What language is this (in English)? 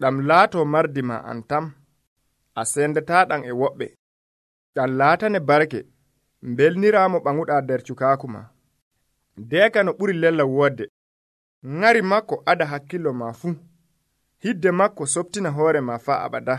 Nigerian Fulfulde